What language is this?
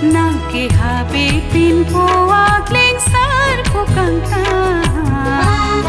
Karbi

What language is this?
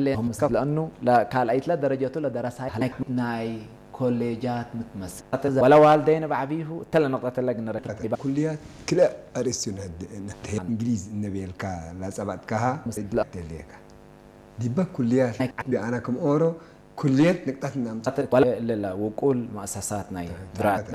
Tigre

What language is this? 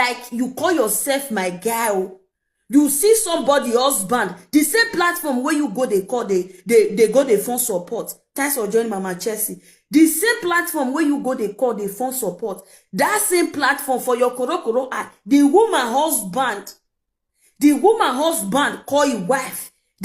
Nigerian Pidgin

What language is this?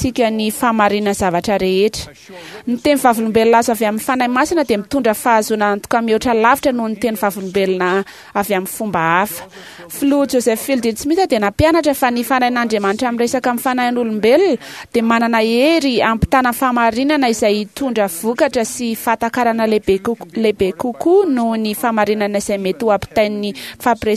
Malagasy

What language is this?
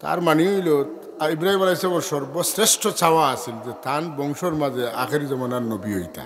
Sylheti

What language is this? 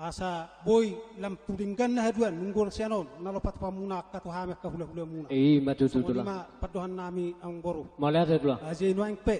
Batak Toba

